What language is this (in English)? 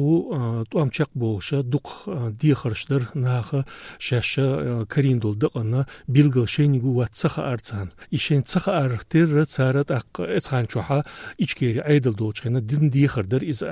Chechen